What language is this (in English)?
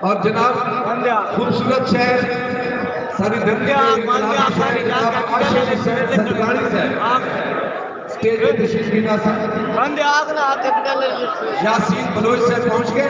Saraiki